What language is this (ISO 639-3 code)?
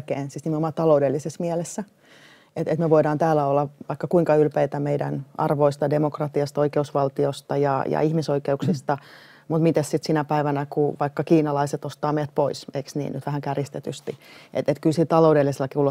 fin